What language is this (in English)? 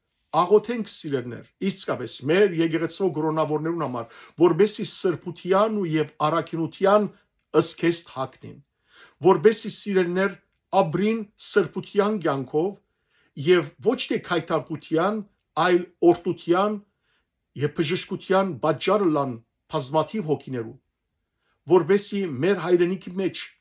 Western Armenian